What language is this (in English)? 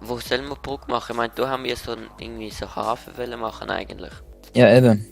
Swiss German